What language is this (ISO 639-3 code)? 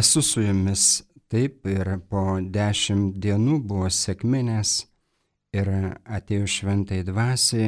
lit